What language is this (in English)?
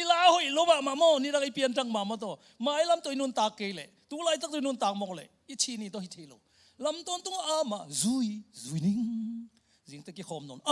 Tedim Chin